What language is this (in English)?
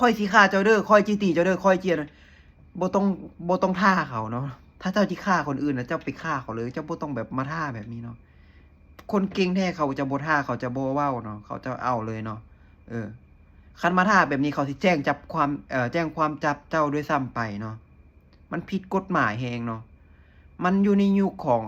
Lao